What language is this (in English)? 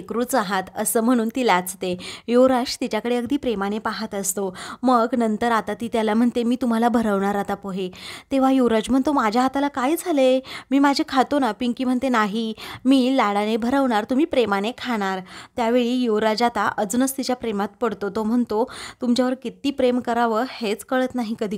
Marathi